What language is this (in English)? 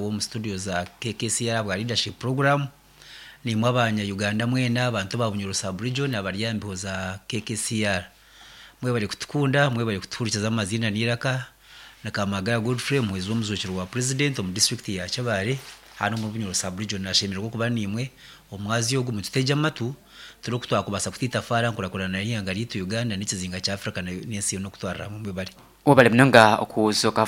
Nyankole